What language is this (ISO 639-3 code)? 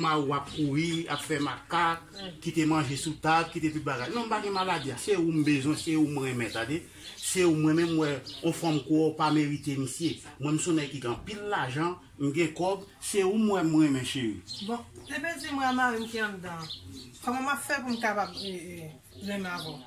hat